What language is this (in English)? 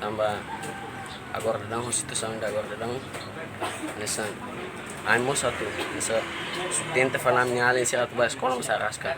Tetum